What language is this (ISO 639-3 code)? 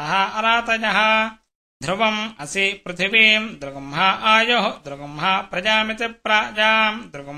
san